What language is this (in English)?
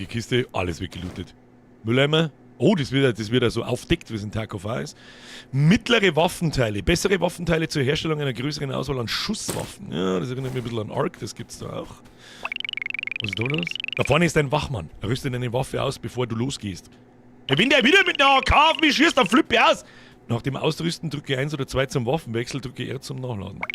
Bavarian